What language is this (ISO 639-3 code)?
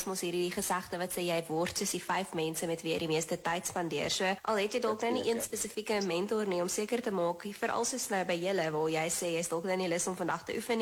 afr